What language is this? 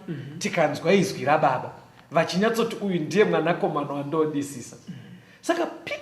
Shona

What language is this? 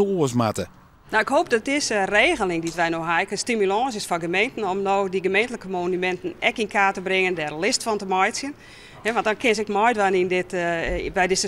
Western Frisian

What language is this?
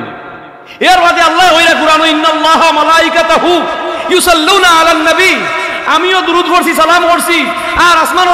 Sylheti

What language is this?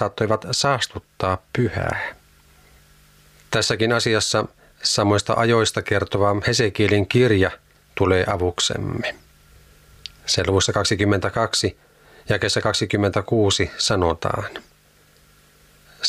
Finnish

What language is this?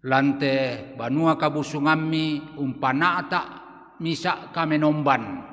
Toraja-Sa'dan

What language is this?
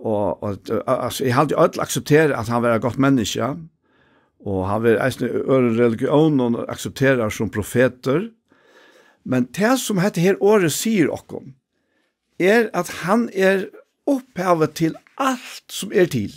Faroese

